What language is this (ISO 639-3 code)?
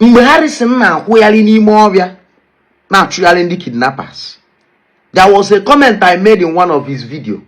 ibo